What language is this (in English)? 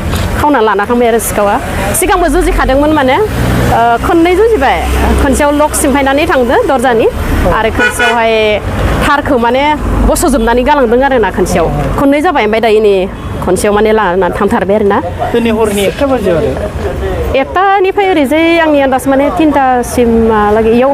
Bodo